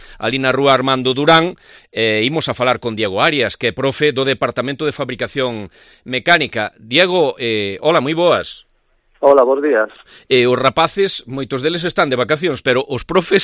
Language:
Galician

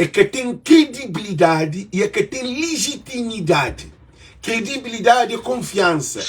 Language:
Kabuverdianu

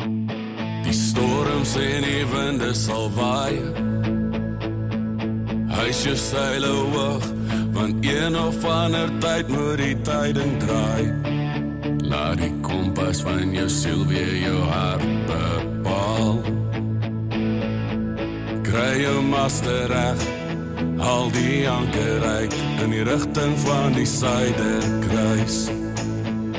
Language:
Afrikaans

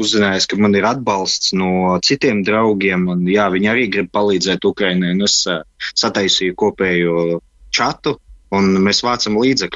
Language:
Latvian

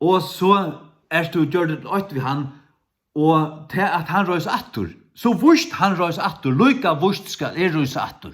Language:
Faroese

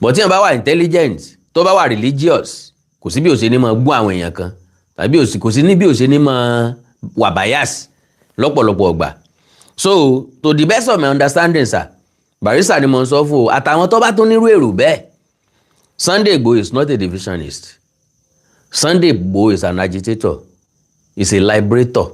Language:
Yoruba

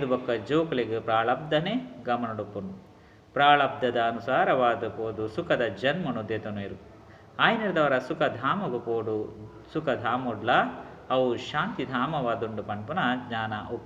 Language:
Tulu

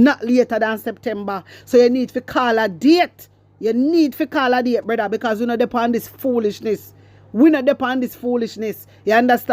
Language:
Jamaican Creole English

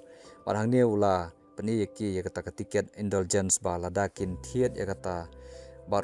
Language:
Khasi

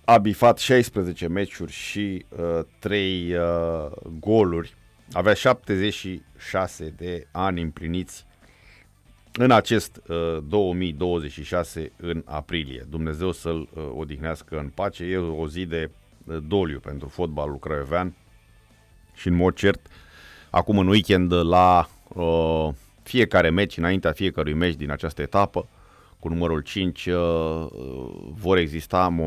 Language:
Romanian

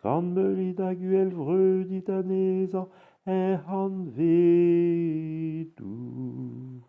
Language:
Breton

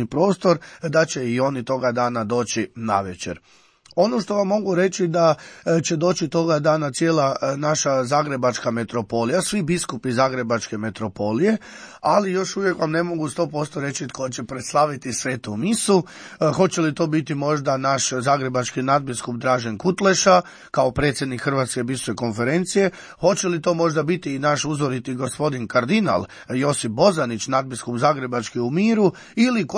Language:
Croatian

